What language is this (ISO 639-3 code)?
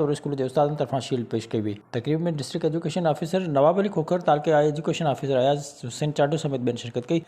snd